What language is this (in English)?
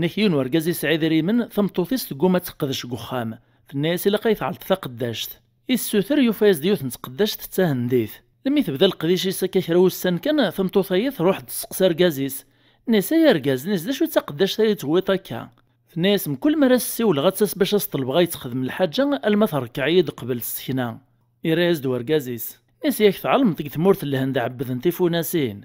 Kabyle